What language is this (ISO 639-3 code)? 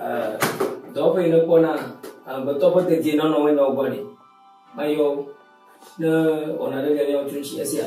ewe